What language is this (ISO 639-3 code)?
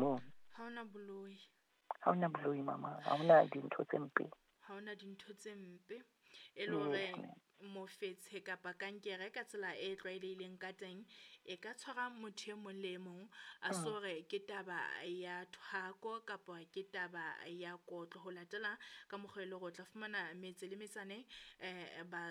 sot